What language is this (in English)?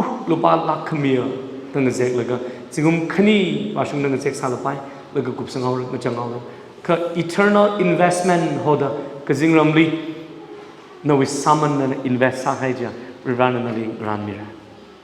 Tangkhul Naga (India)